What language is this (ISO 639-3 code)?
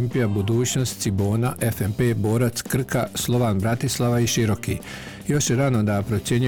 bos